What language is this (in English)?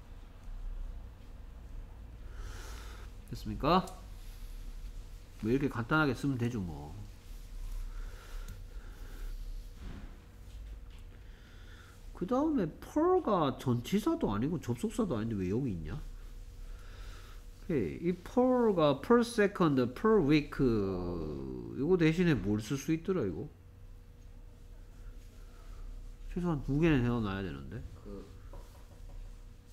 Korean